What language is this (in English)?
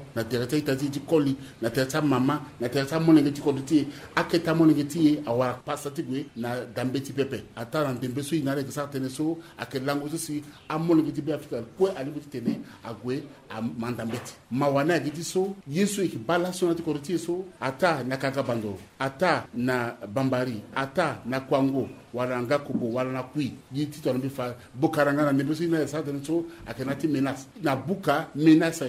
Sango